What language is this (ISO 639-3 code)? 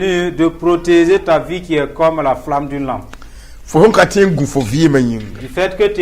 mos